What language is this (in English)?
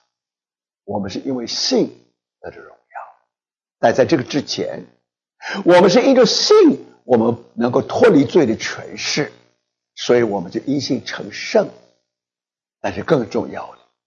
Chinese